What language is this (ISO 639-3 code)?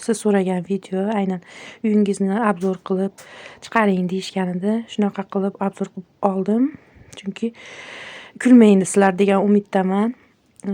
uzb